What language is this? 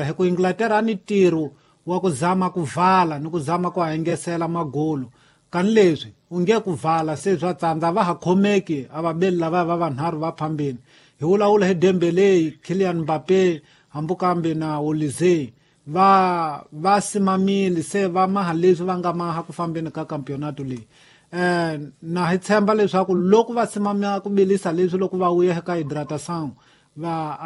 Tsonga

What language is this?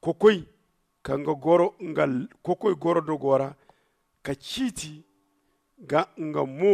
Zarma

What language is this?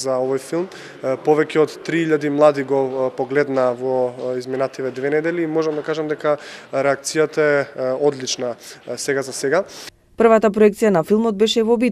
Macedonian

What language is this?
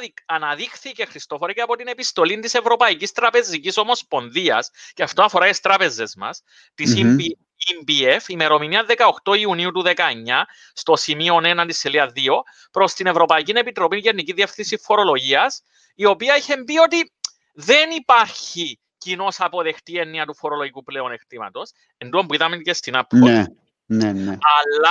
Greek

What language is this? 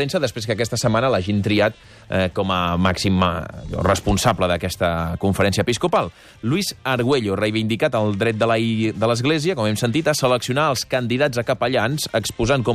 Catalan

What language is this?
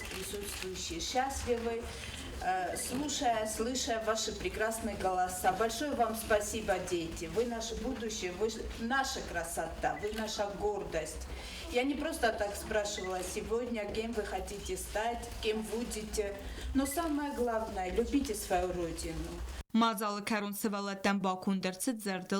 Ossetic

